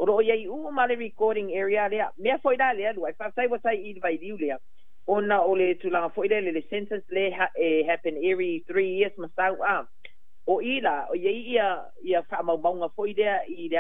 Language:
Samoan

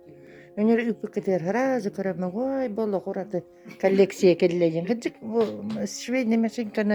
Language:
Yakut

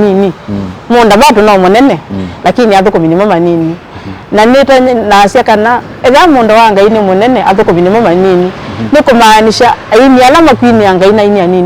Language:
Kamba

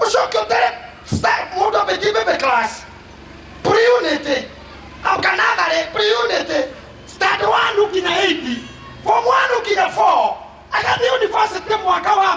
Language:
Kikuyu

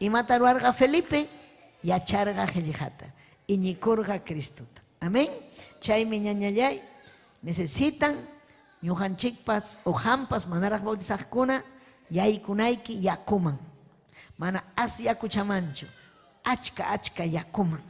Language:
Ayacucho Quechua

